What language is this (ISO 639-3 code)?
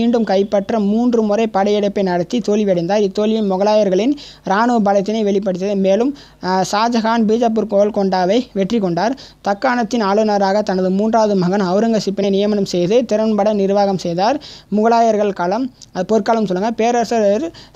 tam